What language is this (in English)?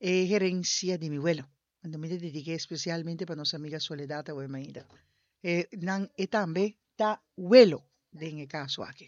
Papiamento